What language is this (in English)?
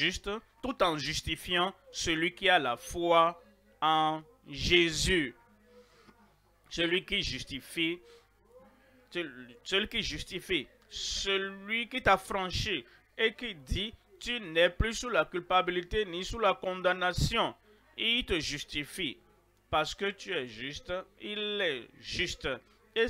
French